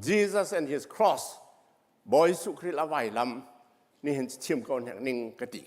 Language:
Hakha Chin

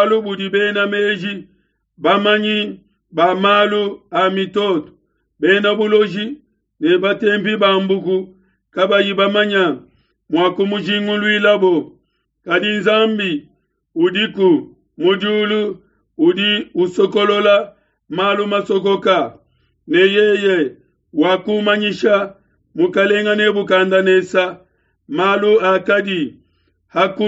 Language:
Luba-Lulua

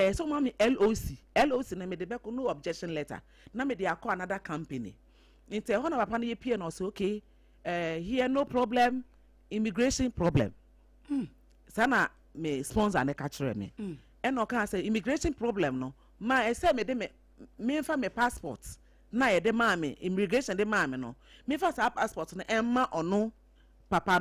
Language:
Akan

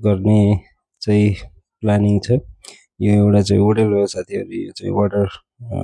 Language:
Nepali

